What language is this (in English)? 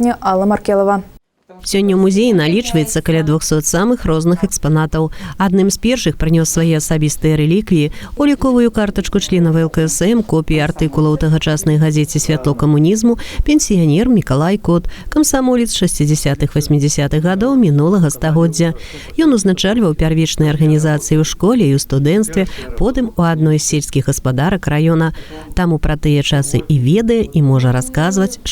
Belarusian